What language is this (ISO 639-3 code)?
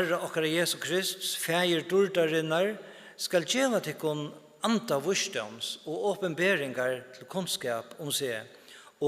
fao